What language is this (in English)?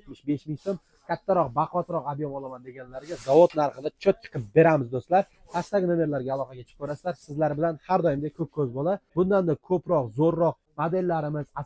Uzbek